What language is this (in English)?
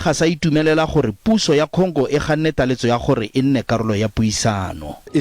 Tswana